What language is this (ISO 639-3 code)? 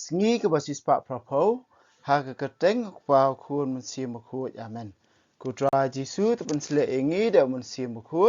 kha